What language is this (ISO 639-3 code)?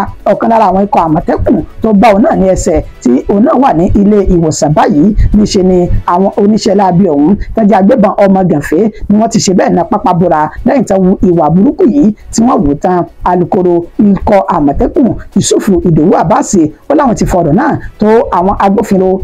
yor